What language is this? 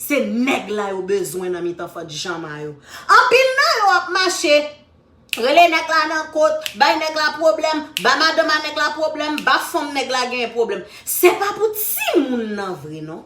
Haitian Creole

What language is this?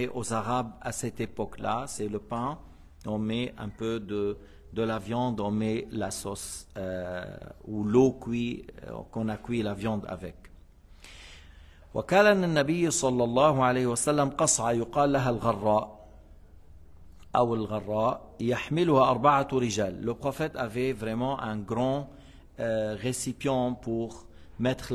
French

